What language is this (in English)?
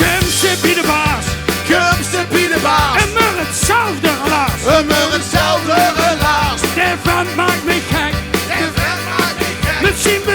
Limburgish